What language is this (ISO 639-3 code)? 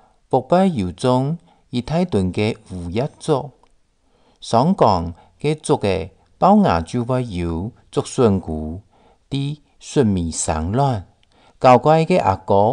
hak